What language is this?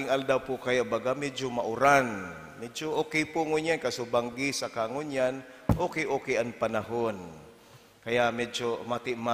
Bikol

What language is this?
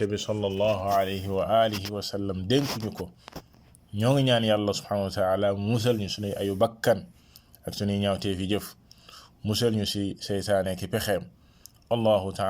Wolof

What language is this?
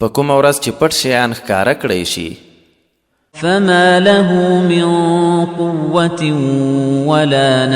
Pashto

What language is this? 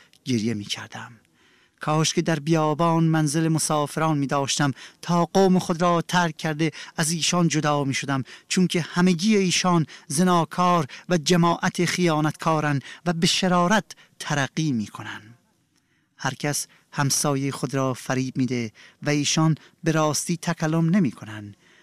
Persian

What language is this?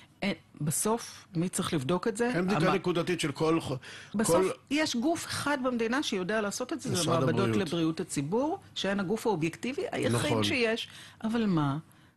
Hebrew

